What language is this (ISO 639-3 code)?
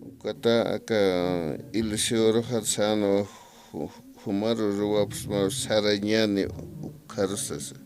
aym